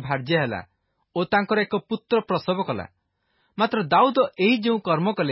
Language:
Odia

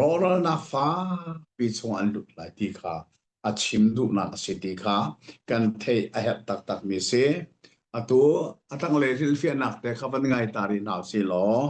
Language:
Hakha Chin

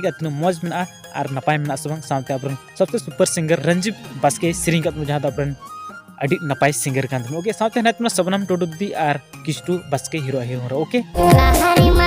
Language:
Santali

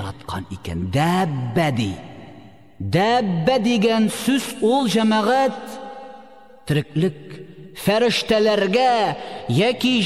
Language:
Tatar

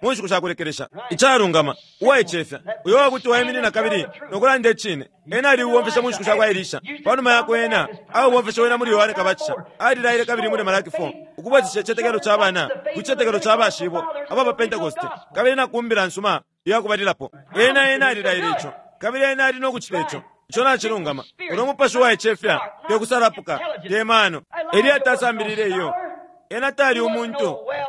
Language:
Bemba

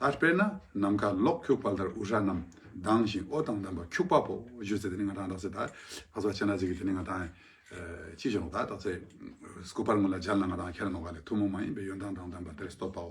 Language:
Ladakhi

